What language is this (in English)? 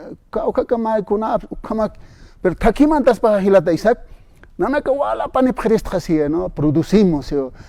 Aymara